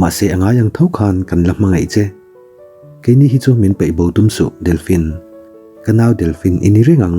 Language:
Mizo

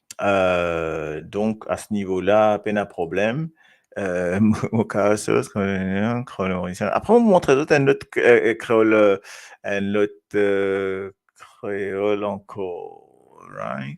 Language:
Morisyen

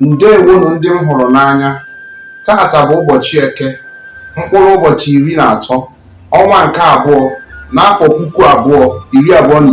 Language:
Igbo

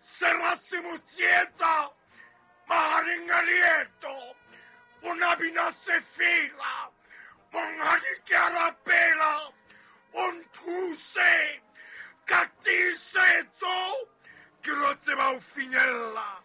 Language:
Southern Sotho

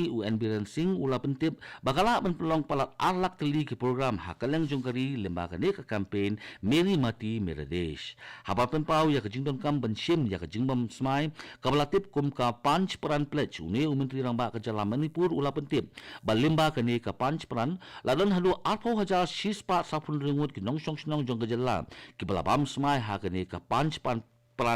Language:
Khasi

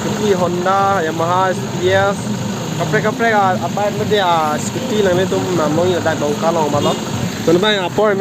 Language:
Karbi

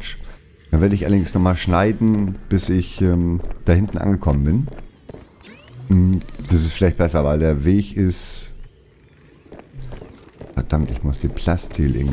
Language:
German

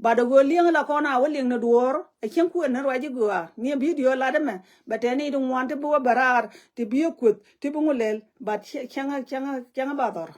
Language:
Nuer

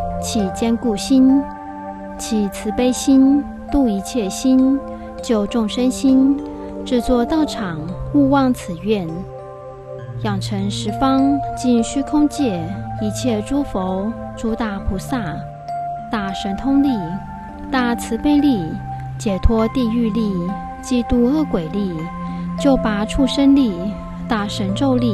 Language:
Chinese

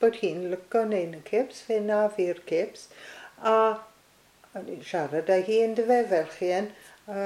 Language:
Welsh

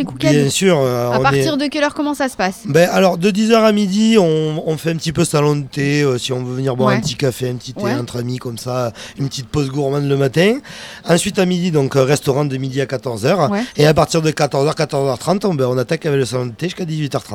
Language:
French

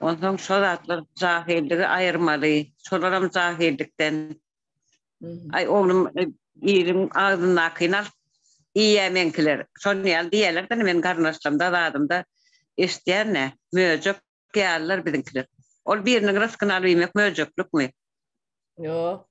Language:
Turkmen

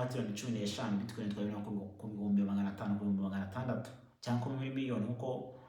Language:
Kinyarwanda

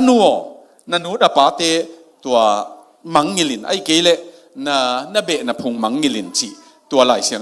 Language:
Tedim Chin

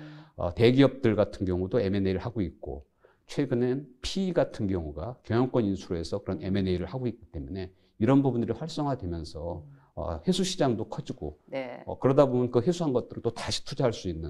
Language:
Korean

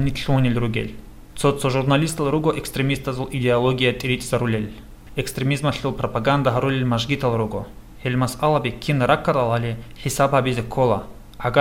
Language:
Avaric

